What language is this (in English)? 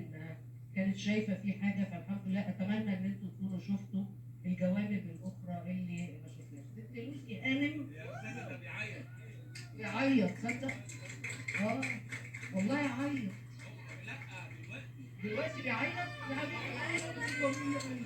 Egyptian Arabic